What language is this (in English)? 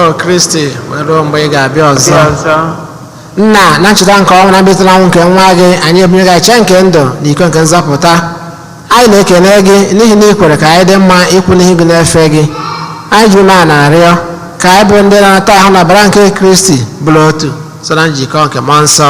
Igbo